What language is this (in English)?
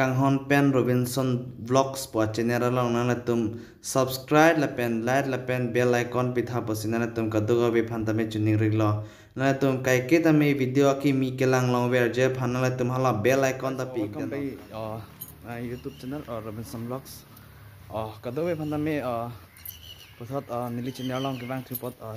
Karbi